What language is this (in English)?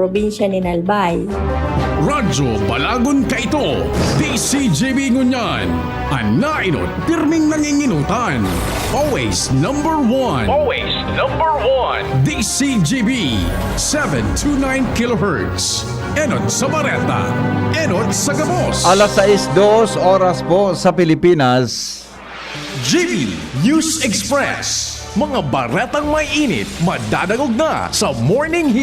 Bikol